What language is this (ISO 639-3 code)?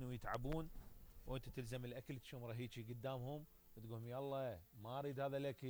acm